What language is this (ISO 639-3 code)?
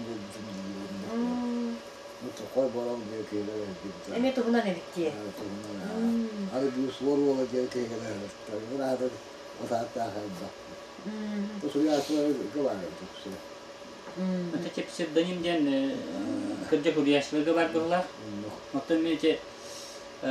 sah